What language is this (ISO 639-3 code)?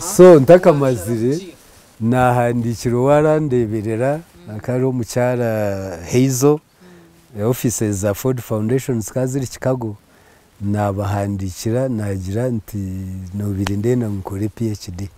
nyn